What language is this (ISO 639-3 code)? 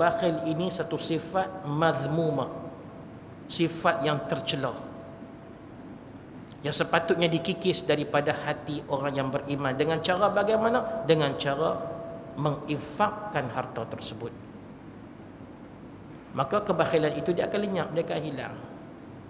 msa